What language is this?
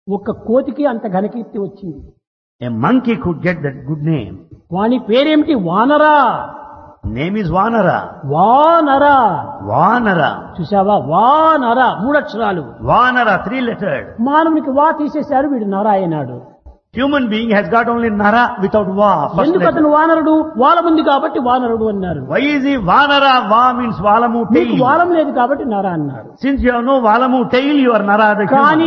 Telugu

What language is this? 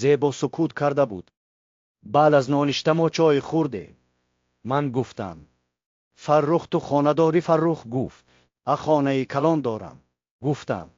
Tajik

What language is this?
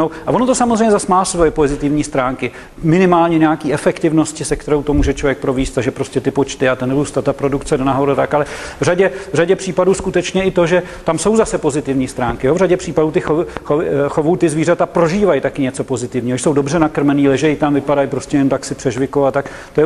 Czech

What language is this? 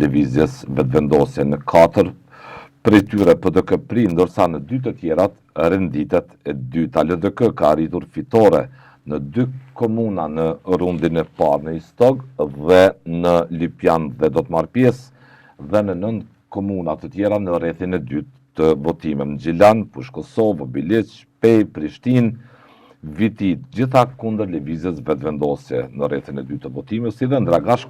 Albanian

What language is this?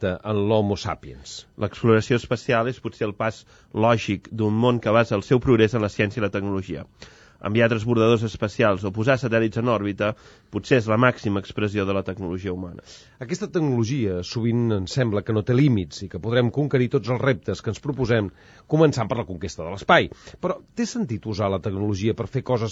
Catalan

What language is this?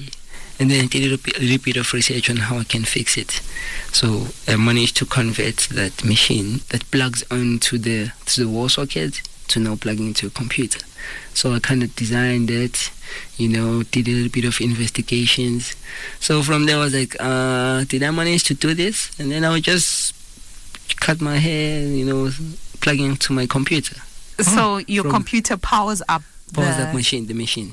English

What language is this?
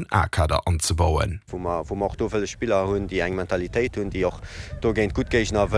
Luxembourgish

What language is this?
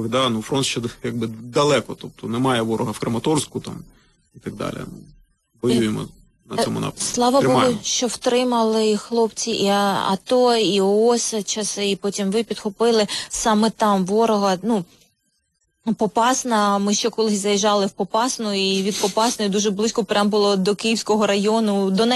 Ukrainian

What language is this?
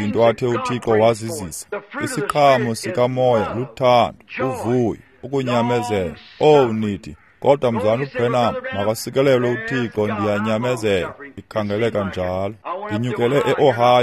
Xhosa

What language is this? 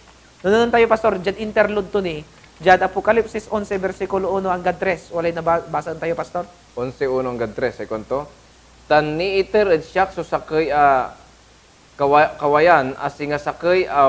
Pangasinan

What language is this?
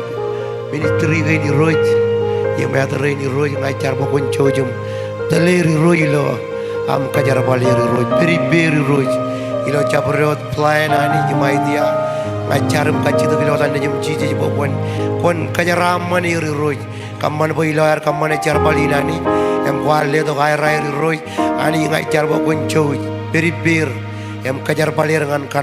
Marshallese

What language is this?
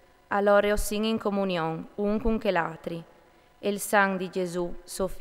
Friulian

